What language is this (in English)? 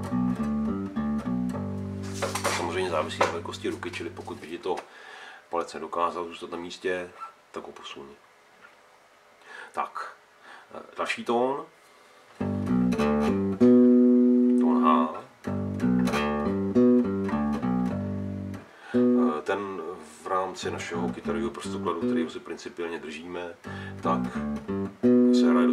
Czech